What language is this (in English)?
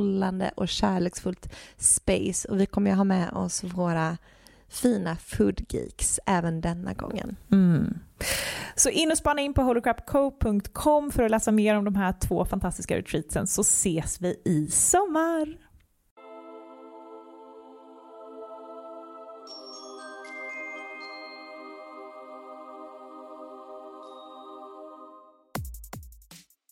Swedish